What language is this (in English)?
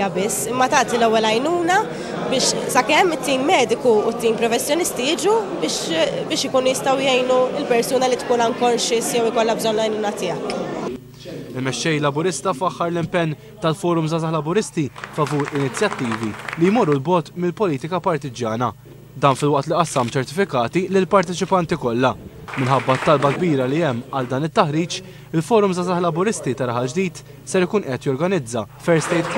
Maltese